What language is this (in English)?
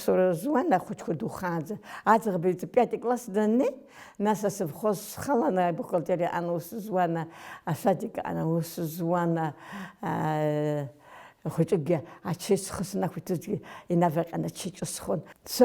Abkhazian